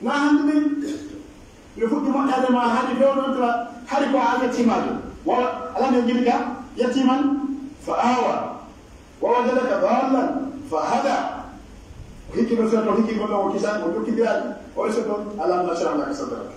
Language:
Pular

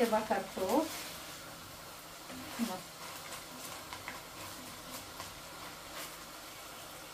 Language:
Romanian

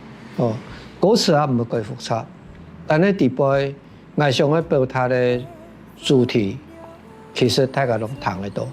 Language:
Hakka Chinese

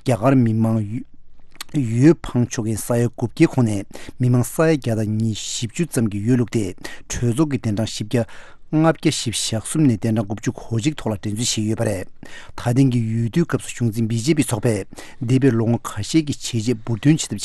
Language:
Tibetan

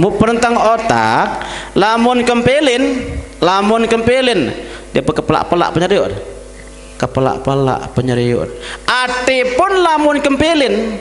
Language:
Sasak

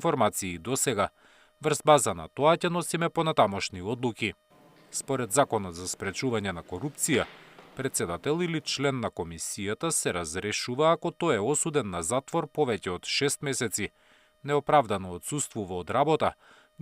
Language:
Macedonian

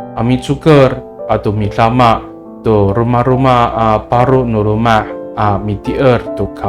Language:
Amis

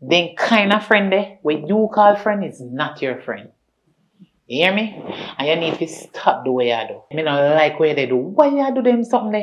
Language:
Jamaican Creole English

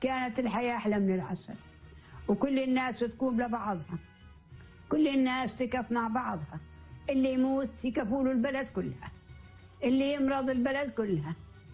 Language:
North Levantine Arabic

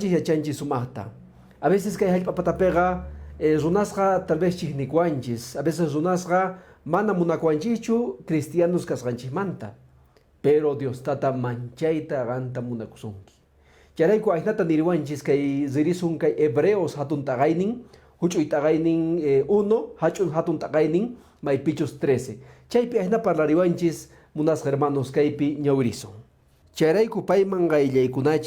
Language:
Quechua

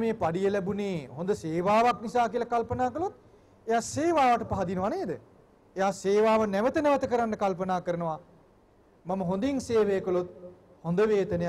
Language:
Sinhala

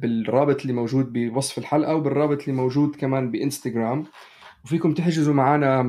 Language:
North Levantine Arabic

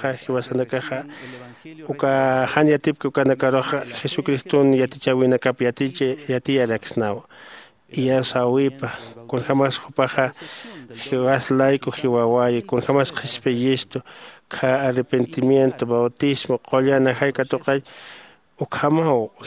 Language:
Aymara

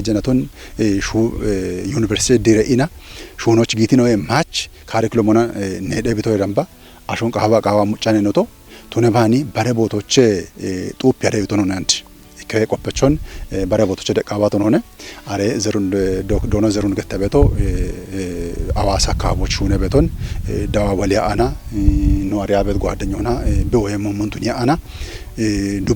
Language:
Kafa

